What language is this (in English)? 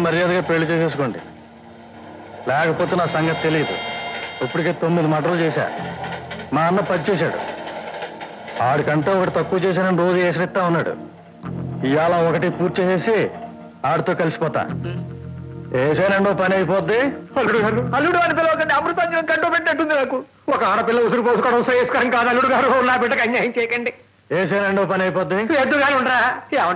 Telugu